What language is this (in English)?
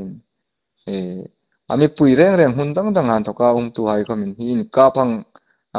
Hmar